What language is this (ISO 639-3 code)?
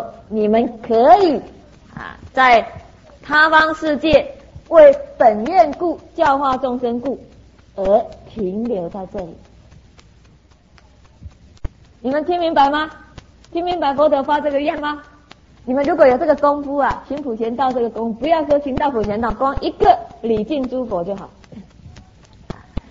zho